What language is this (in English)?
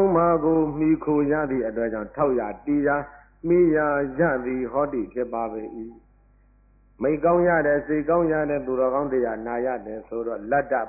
Burmese